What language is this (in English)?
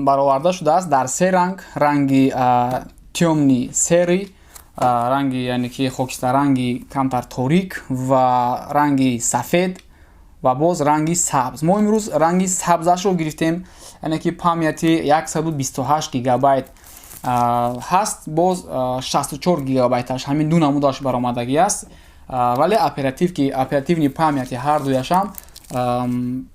Tajik